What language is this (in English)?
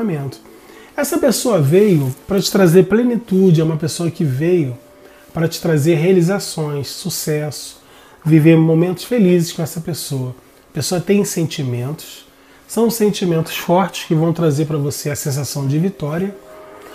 Portuguese